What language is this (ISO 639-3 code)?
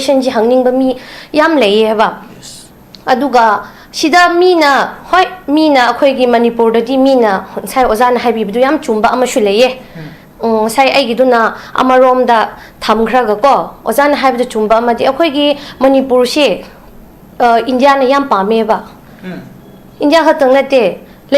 mni